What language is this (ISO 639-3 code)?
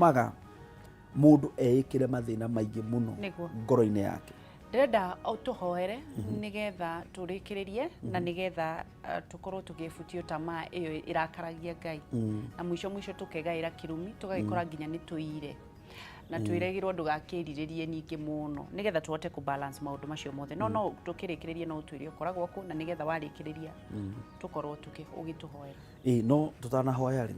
kik